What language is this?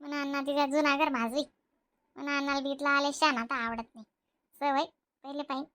Khandesi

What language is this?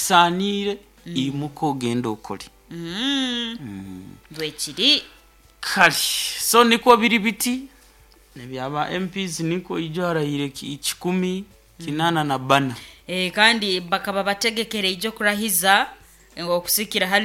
Nyoro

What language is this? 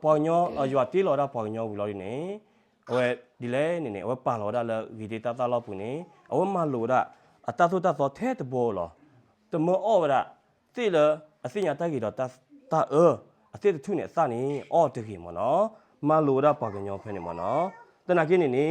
S'gaw Karen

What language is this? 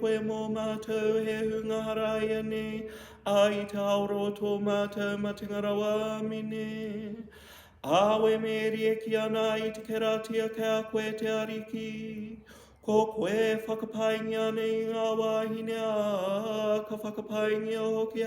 Māori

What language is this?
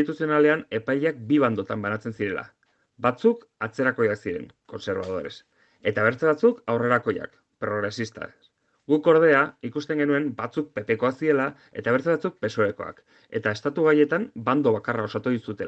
Basque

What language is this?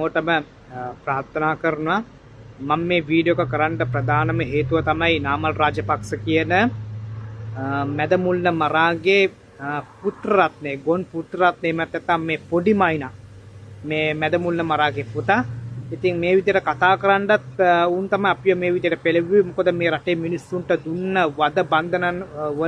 Sinhala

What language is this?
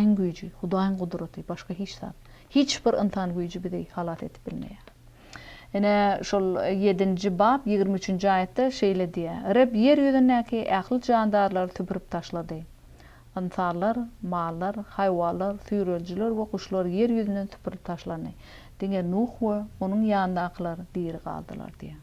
Turkmen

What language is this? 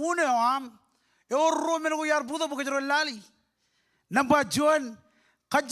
Marshallese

